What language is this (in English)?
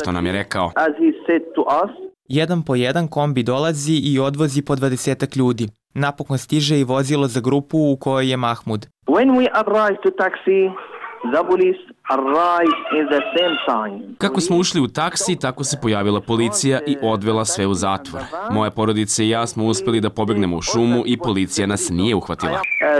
Serbian